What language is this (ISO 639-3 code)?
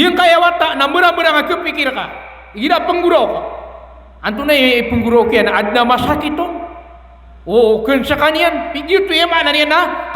mrw